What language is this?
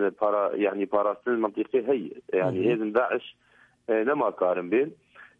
Kurdish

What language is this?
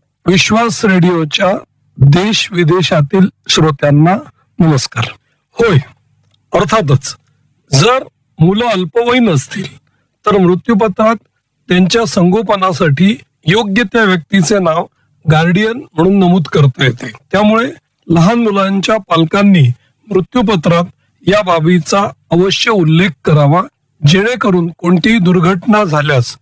Marathi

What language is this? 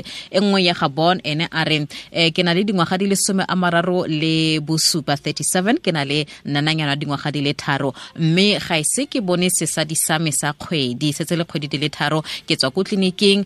Tswana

